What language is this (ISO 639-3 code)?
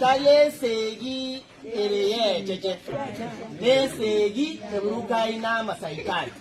guz